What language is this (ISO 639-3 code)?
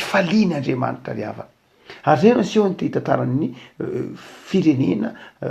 mlg